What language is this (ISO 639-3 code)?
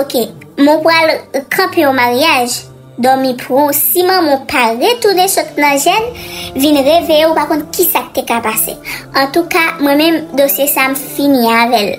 hat